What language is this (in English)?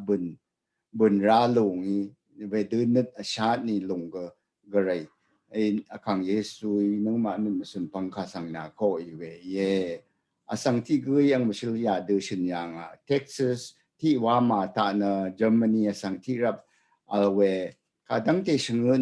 Rawang